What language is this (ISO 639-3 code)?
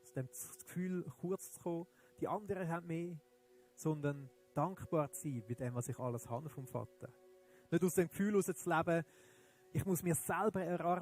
gsw